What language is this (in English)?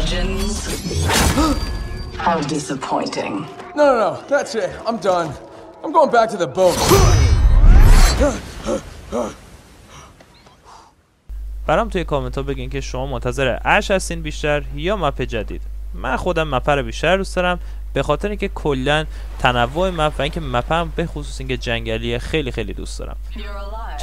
Persian